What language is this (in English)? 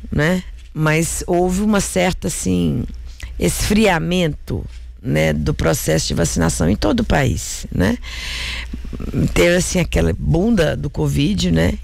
Portuguese